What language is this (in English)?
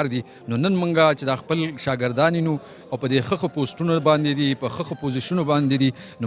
Pashto